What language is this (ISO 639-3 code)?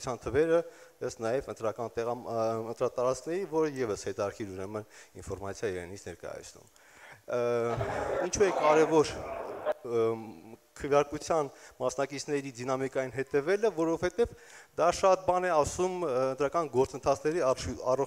hye